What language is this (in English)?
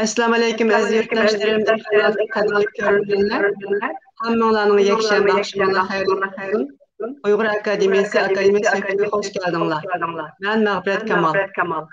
Uyghur